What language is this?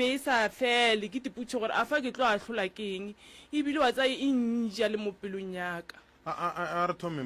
Northern Sotho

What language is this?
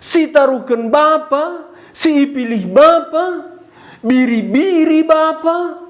Batak Karo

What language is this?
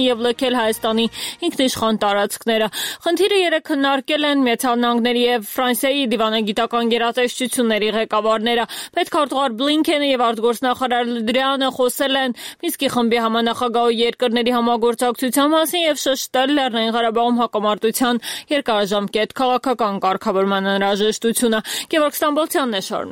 Armenian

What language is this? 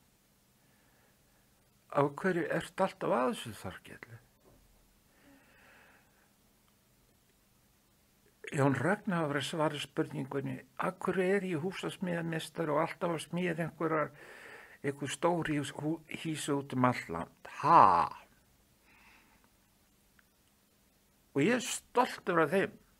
Icelandic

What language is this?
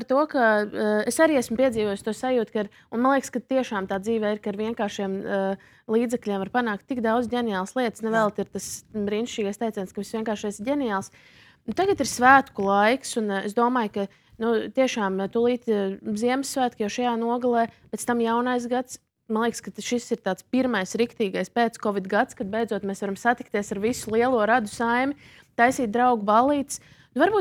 Latvian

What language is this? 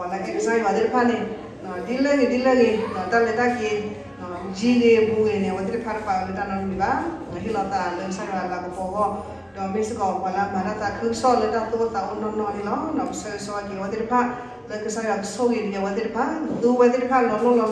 S'gaw Karen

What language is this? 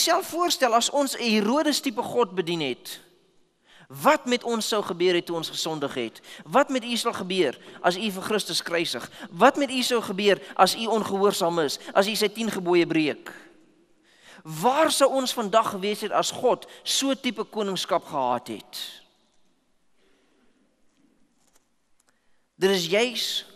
Afrikaans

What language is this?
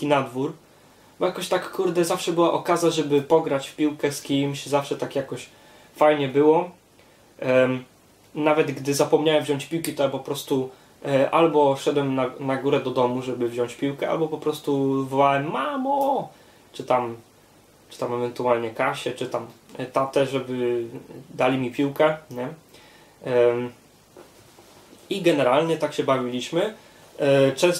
Polish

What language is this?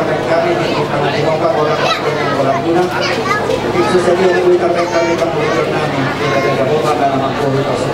Batak Toba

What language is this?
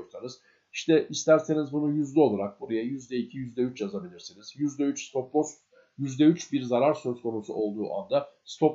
Turkish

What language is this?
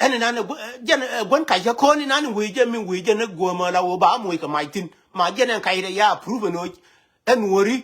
Nuer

